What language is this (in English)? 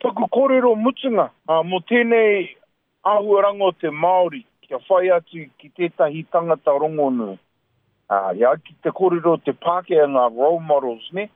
Māori